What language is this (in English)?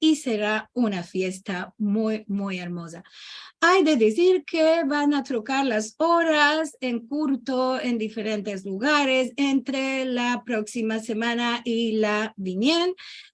Ladino